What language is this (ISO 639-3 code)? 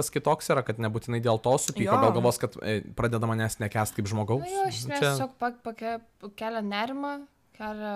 lit